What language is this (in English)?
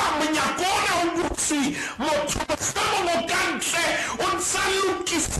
Southern Sotho